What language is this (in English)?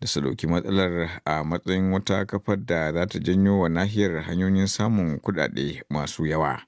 Hausa